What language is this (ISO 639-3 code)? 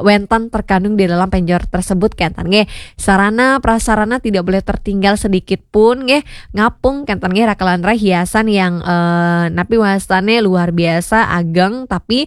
ban